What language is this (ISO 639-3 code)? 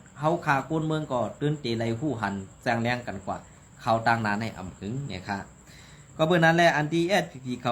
shn